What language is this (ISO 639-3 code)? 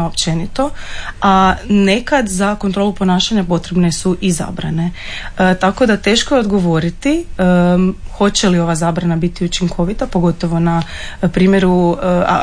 hrv